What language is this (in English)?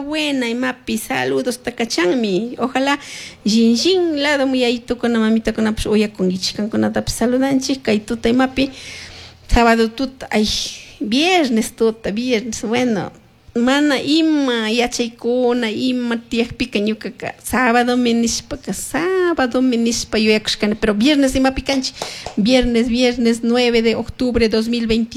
Chimborazo Highland Quichua